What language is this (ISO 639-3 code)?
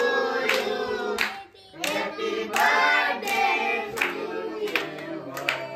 guj